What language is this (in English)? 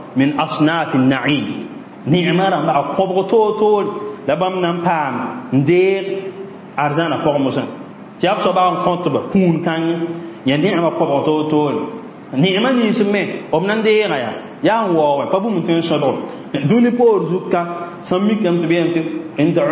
Mossi